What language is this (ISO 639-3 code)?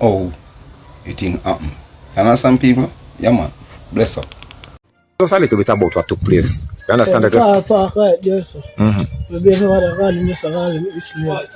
jam